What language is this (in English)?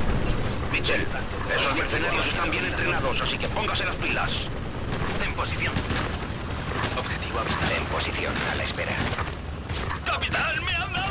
Spanish